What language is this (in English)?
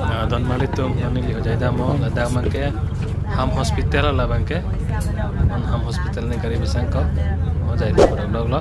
Karbi